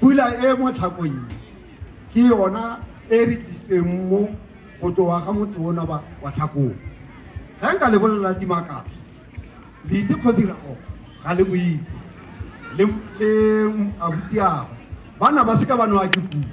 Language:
Tswana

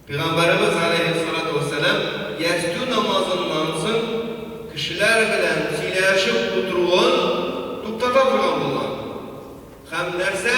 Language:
Tatar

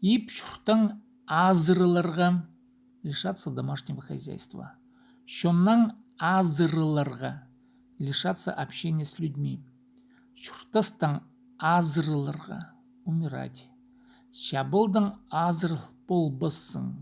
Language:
Khakas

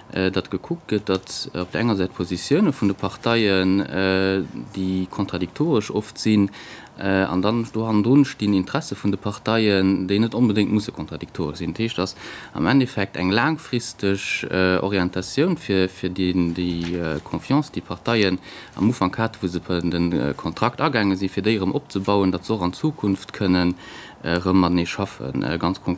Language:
Luxembourgish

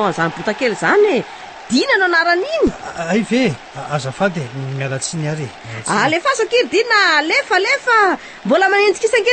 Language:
Malagasy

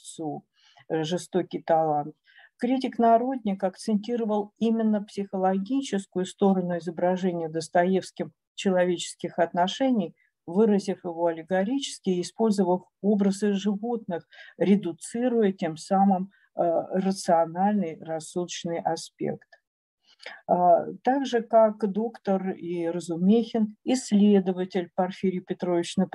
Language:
Russian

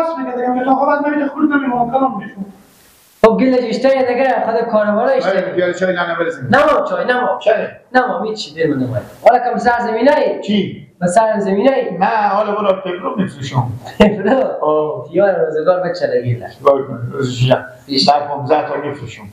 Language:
Persian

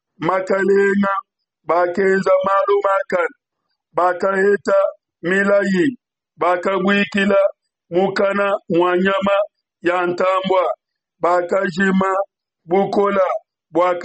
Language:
Luba-Lulua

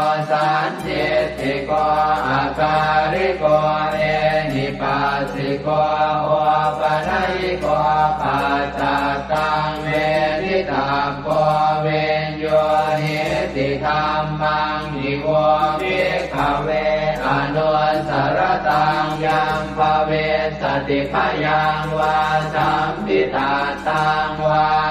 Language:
Pali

